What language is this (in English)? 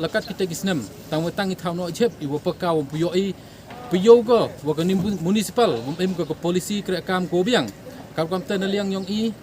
Pnar